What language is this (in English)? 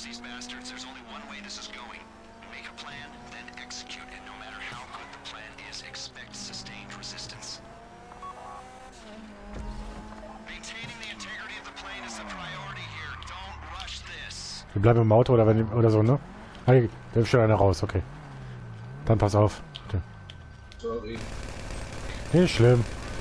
German